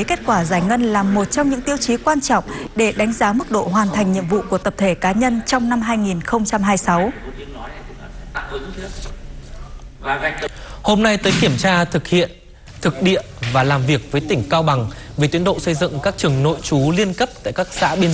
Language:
Vietnamese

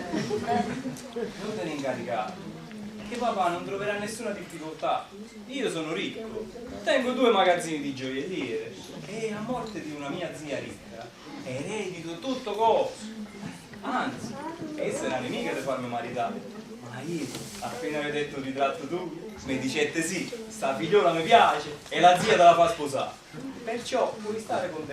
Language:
Neapolitan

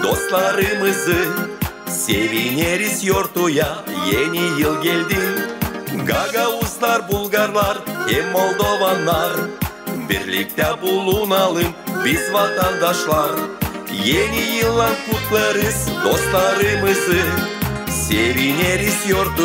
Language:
Gagauz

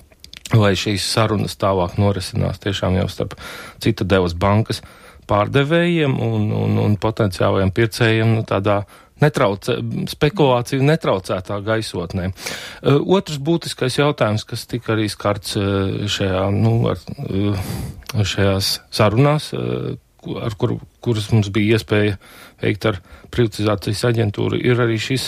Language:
Latvian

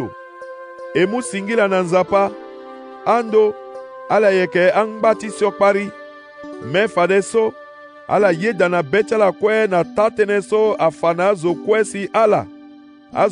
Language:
Sango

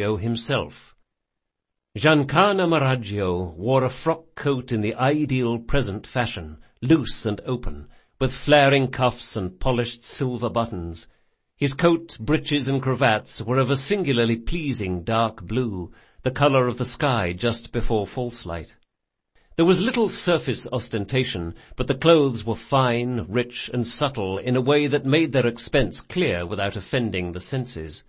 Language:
English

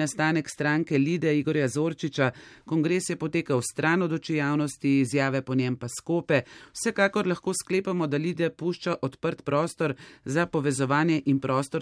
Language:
Slovenian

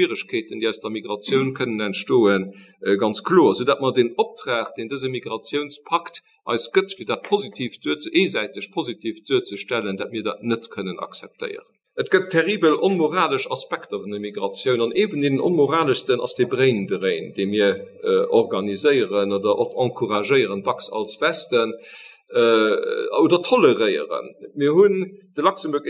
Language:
Luxembourgish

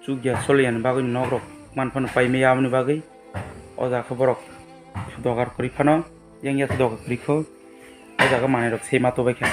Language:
Kok Borok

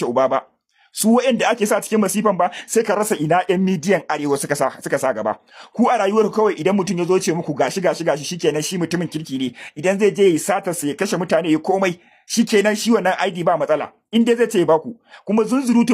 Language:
Hausa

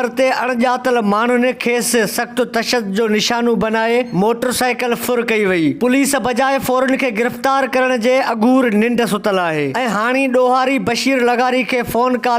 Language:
Sindhi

